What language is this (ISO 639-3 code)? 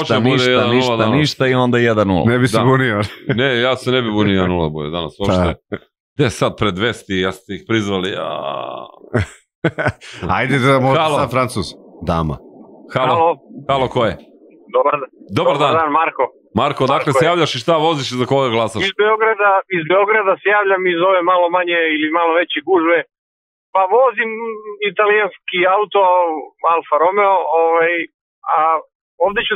srp